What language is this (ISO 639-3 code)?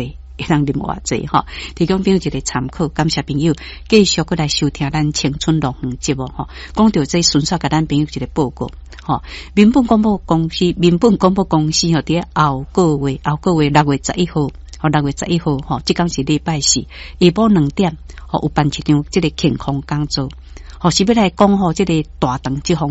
nan